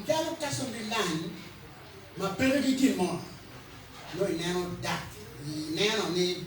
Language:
Acoli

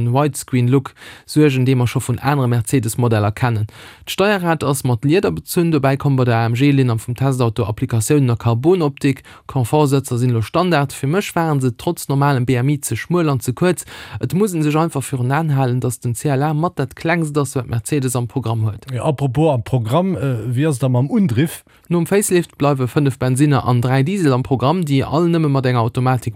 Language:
Luxembourgish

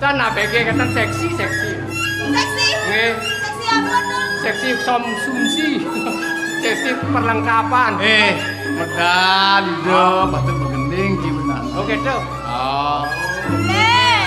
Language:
Balinese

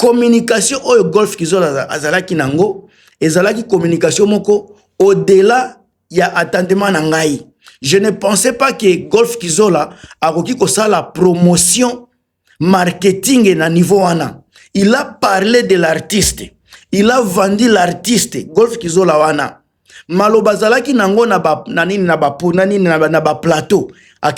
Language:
Lingala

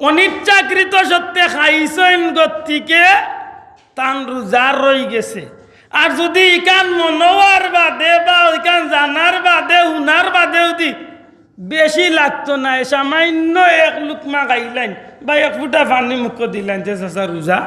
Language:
Sylheti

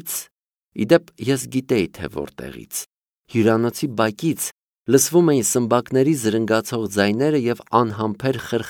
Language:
Armenian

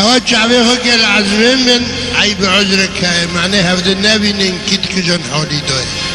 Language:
Kurdish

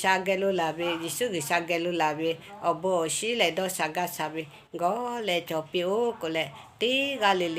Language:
Lahu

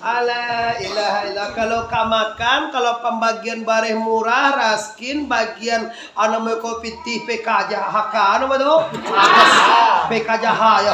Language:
Minangkabau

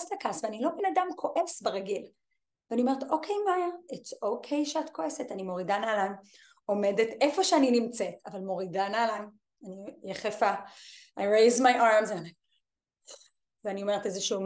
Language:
Hebrew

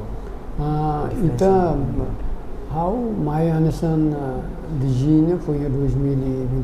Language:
Tetum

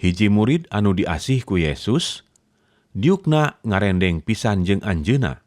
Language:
Sundanese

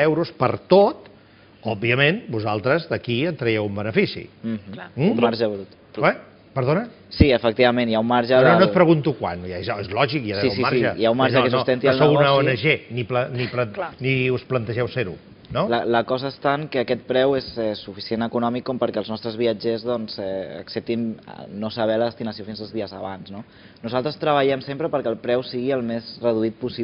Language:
Catalan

